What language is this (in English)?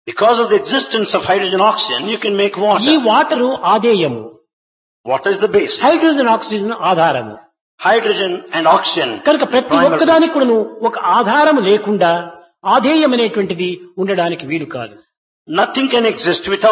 Telugu